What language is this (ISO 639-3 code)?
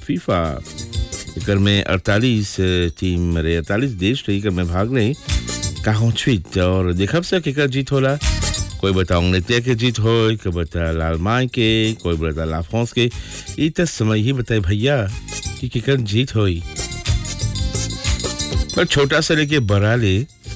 bho